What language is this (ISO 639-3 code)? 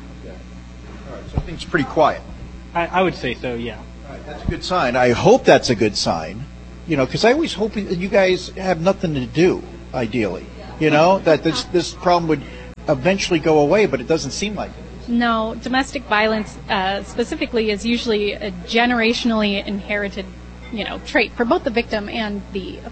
eng